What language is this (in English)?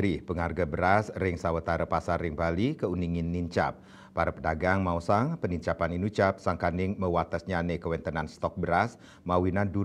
Balinese